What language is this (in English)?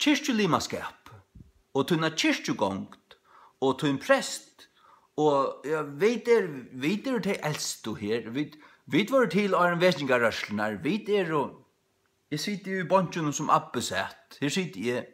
Faroese